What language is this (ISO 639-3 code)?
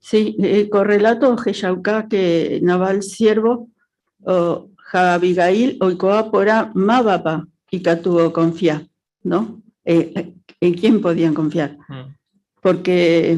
grn